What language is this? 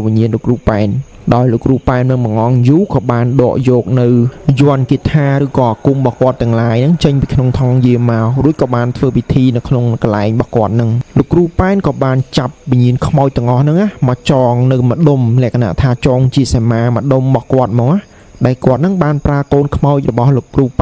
Khmer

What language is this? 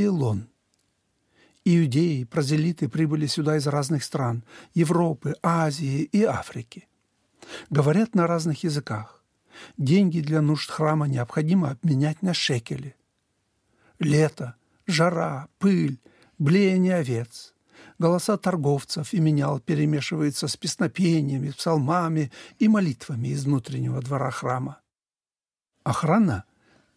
Russian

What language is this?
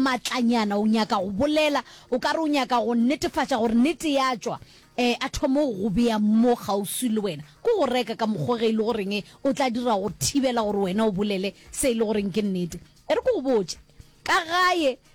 Northern Sotho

